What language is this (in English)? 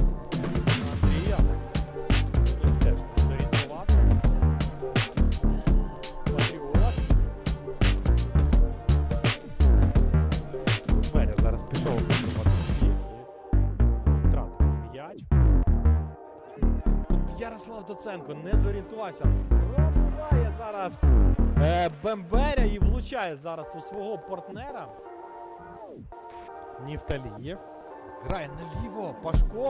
Ukrainian